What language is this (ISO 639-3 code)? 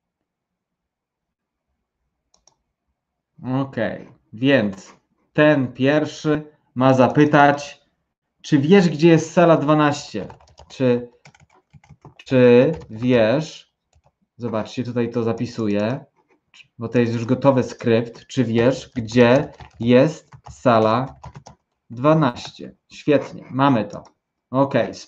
pol